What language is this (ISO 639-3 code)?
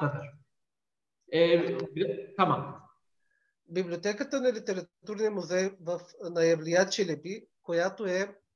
bul